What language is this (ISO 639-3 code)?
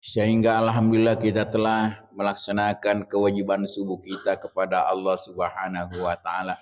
bug